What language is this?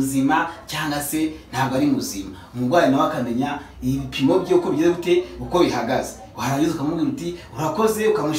Kinyarwanda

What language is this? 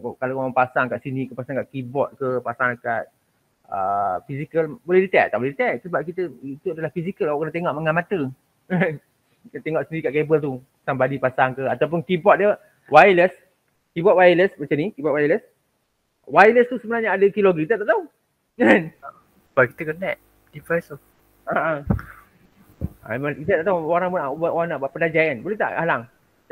Malay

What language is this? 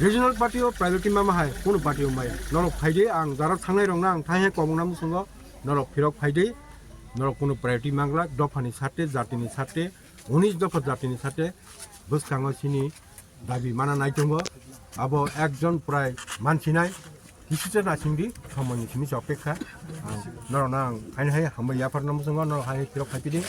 Kok Borok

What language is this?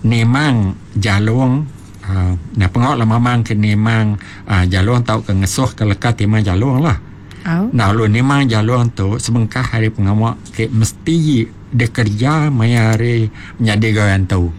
Iban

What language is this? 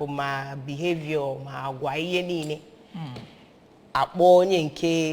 Igbo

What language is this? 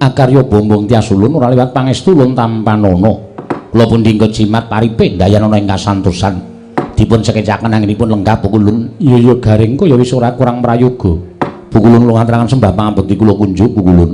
Javanese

